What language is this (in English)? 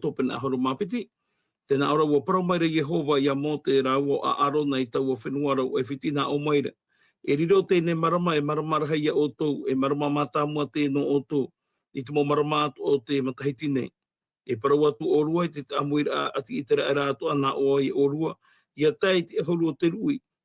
Tahitian